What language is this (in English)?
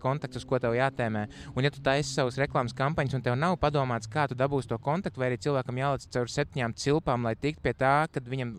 Latvian